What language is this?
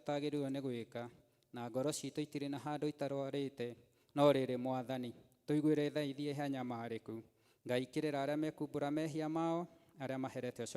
Kikuyu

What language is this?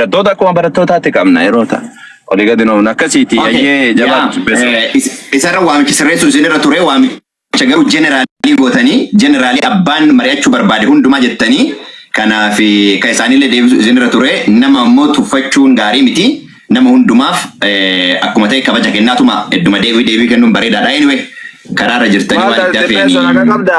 Oromo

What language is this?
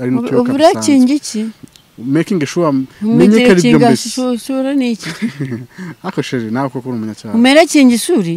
Kinyarwanda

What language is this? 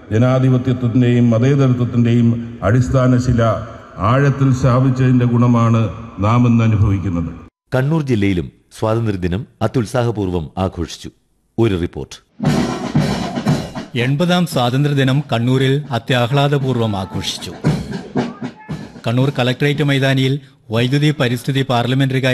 Malayalam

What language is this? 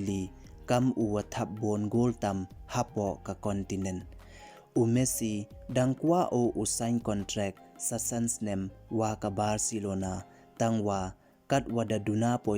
Pnar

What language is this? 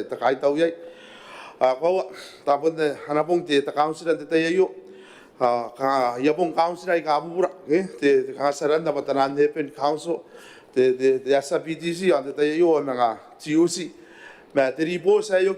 Gilbertese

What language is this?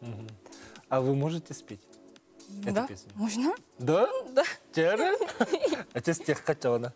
Yakut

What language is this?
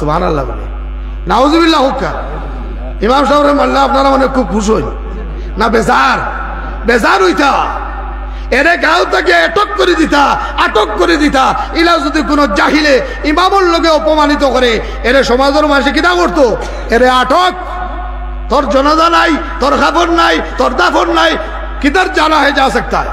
Sylheti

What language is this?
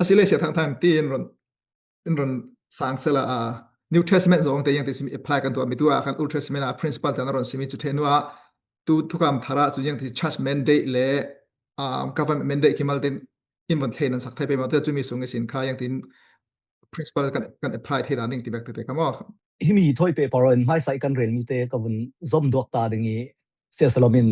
Falam Chin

